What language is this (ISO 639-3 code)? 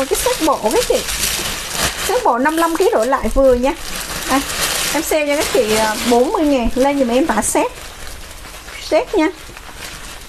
vie